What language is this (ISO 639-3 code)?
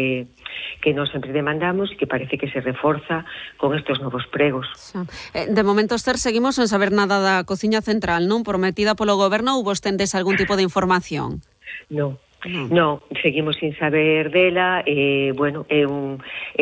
glg